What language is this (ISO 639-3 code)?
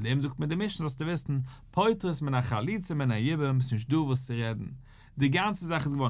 yid